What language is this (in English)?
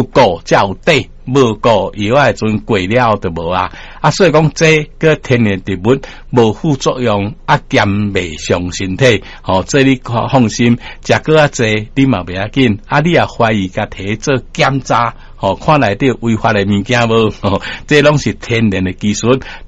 Min Nan Chinese